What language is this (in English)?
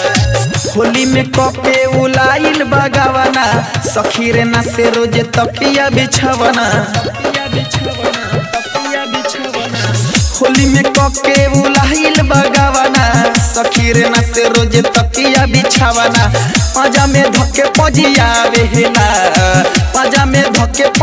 Bhojpuri